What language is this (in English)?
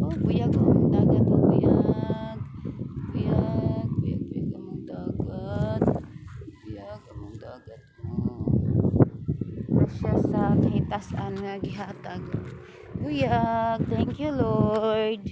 Cebuano